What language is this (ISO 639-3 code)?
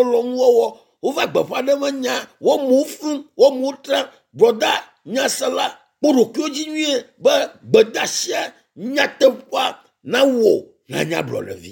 ewe